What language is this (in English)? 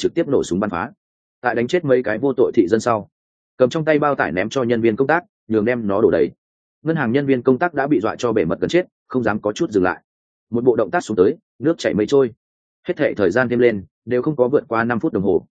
Vietnamese